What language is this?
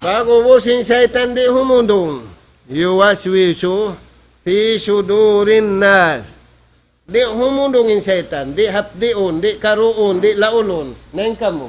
Tausug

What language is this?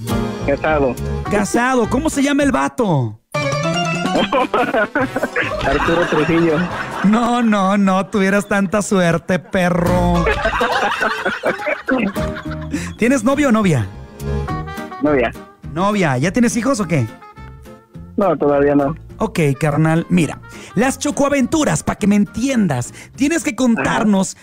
Spanish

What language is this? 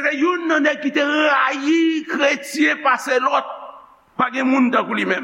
Haitian Creole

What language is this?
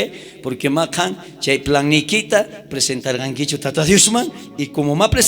South Bolivian Quechua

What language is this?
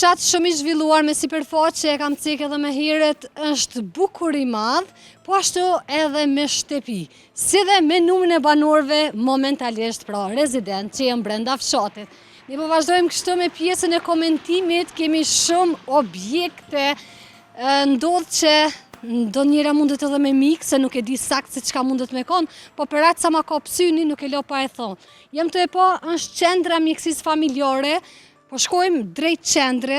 Albanian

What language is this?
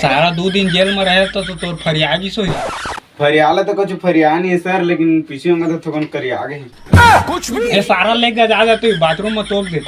Chhattisgarhi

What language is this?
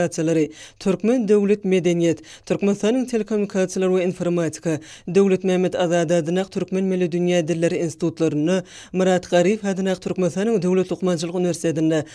Turkmen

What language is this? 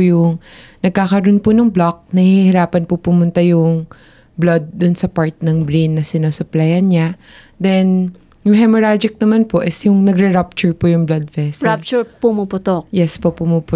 Filipino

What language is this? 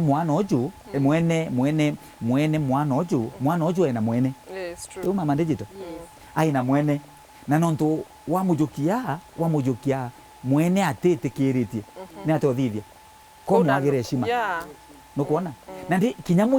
Meru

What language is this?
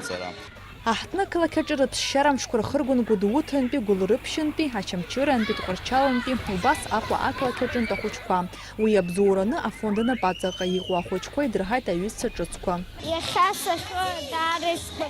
Abkhazian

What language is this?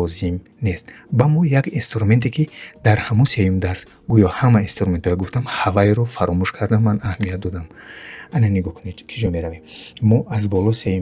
Tajik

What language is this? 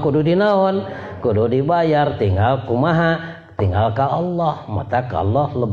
Sundanese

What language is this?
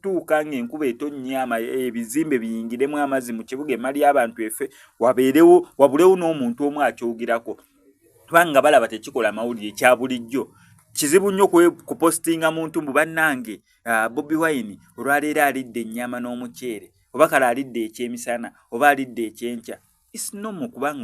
Ganda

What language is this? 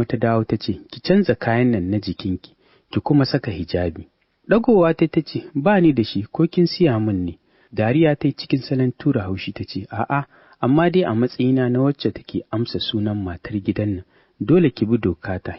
Hausa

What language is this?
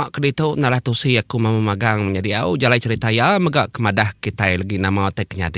Iban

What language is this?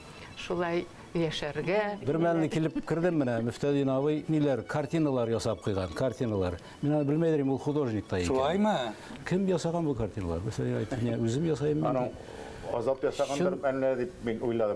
Bashkir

